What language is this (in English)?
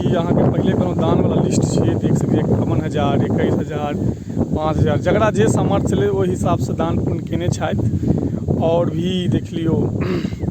Maithili